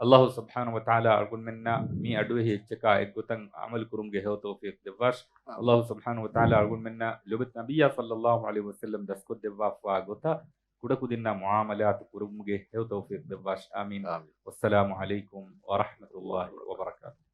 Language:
Divehi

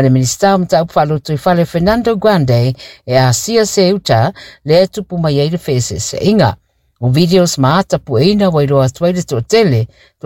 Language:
Samoan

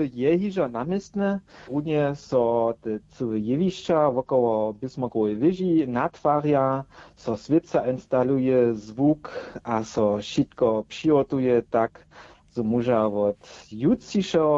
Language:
Upper Sorbian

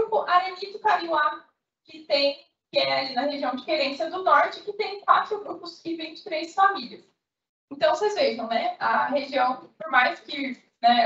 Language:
Portuguese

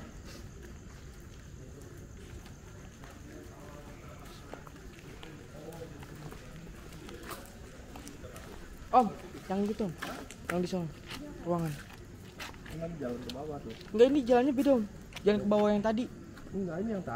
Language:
Indonesian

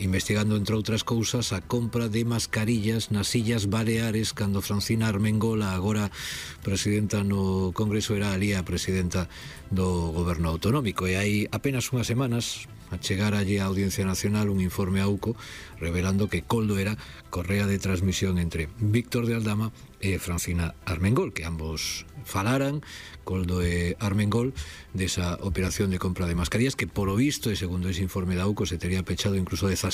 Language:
Galician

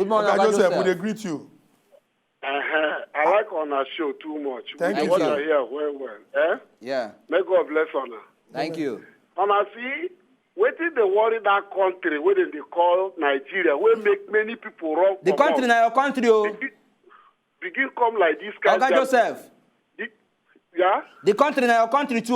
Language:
Nigerian Pidgin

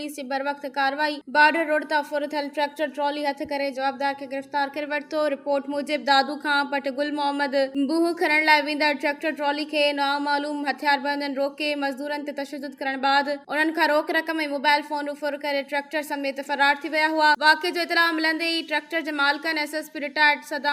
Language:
Sindhi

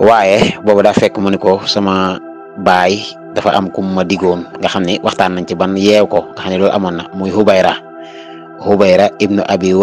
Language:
Wolof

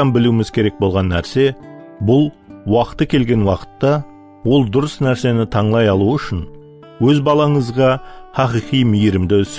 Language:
Kara-Kalpak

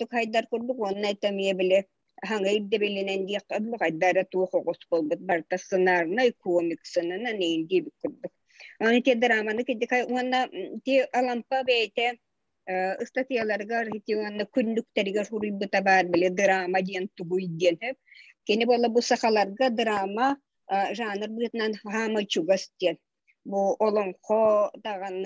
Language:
Yakut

